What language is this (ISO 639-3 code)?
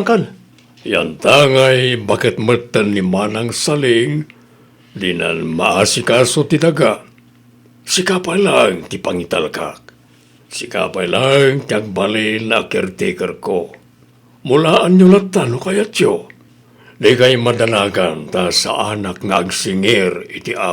ilo